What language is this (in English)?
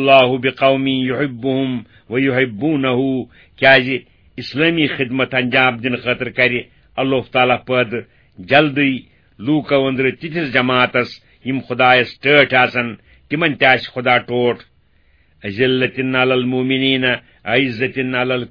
Kashmiri